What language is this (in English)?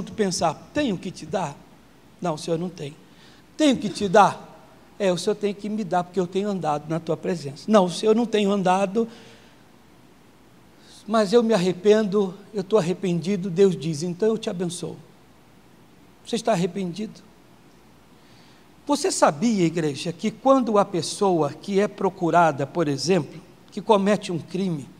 Portuguese